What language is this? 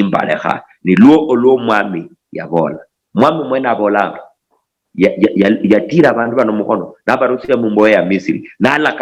Luyia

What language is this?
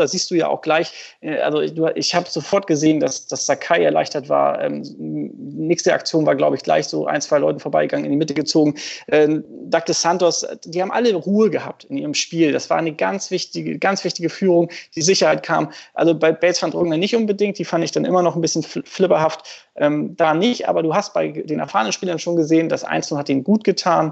German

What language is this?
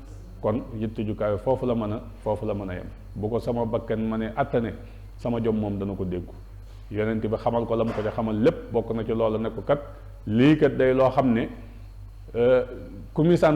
Wolof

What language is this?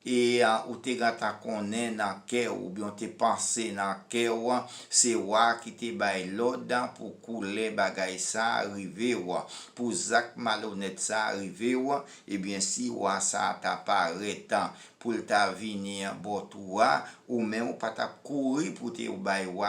Haitian Creole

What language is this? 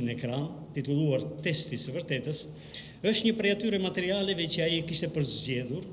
Albanian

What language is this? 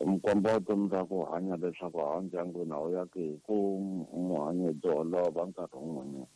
Tsonga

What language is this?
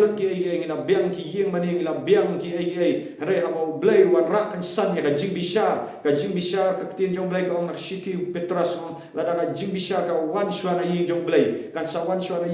Khasi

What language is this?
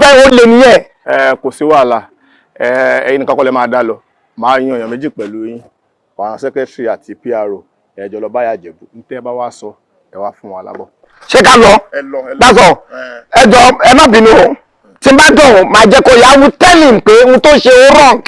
Yoruba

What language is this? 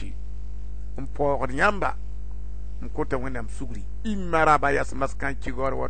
Mossi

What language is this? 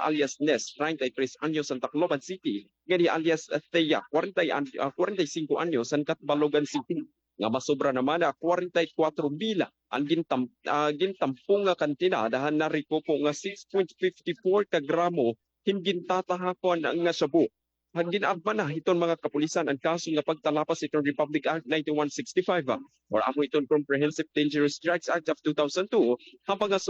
Waray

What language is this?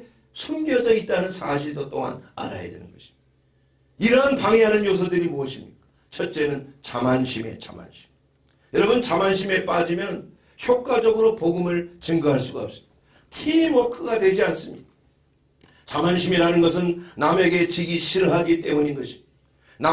Korean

